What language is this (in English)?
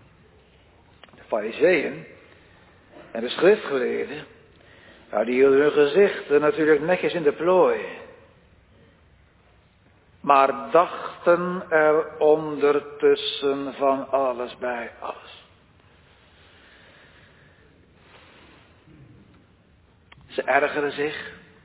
Dutch